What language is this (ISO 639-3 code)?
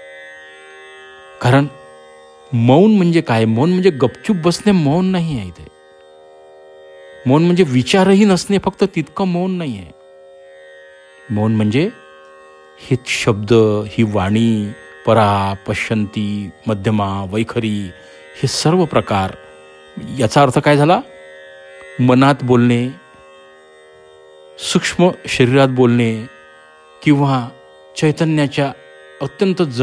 mar